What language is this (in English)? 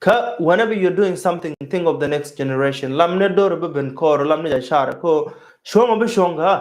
Nuer